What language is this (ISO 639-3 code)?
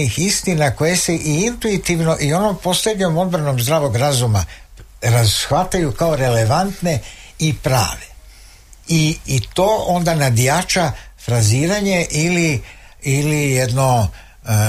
srp